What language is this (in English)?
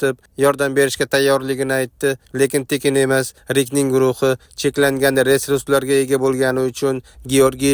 Uzbek